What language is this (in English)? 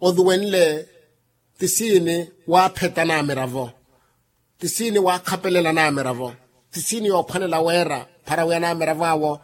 Makhuwa